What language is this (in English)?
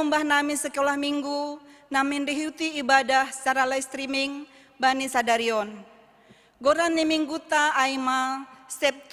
Batak Simalungun